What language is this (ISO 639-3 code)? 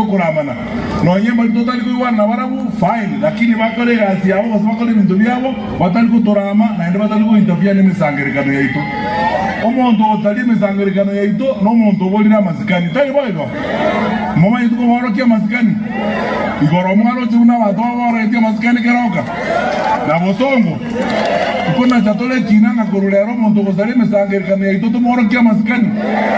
guz